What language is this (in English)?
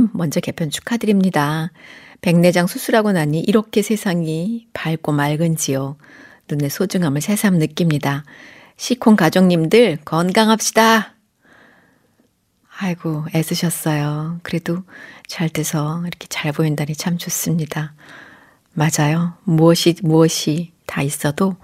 Korean